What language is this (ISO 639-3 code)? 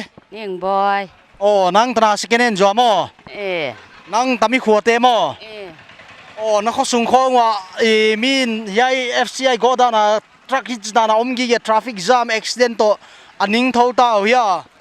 pck